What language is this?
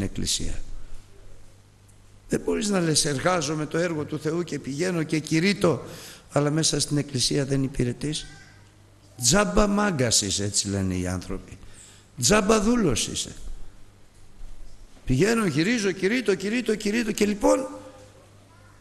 Greek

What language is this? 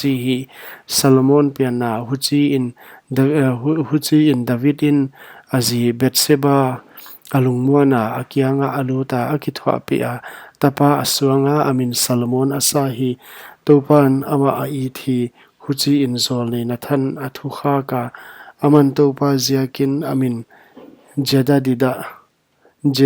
Paite Chin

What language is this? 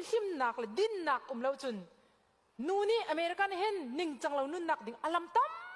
Hakha Chin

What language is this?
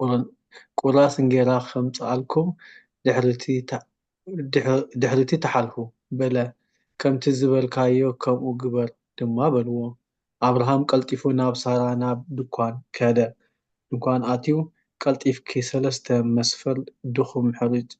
Tigrinya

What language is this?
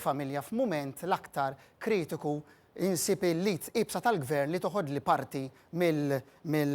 Maltese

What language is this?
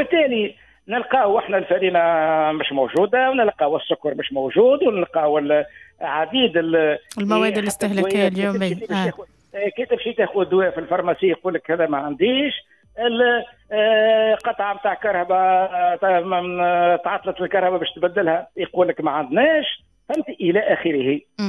Tunisian Arabic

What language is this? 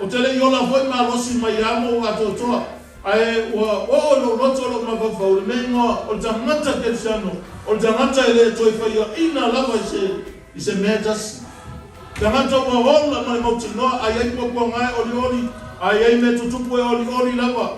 Samoan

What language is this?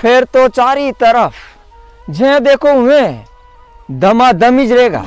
Rajasthani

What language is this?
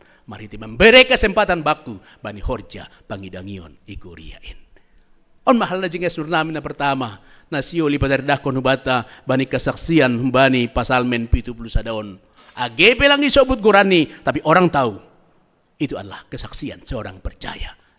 Batak Simalungun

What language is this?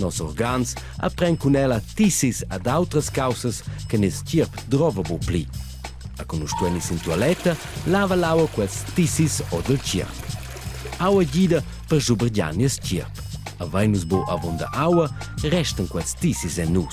Romansh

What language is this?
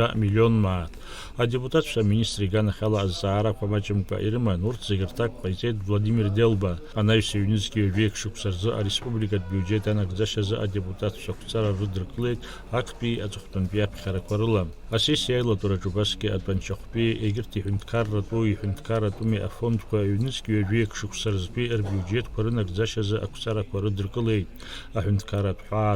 Abkhazian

